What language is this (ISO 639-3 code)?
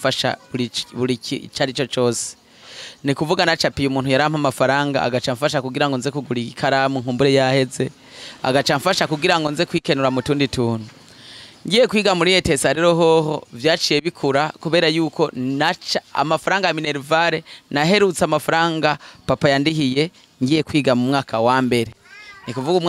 run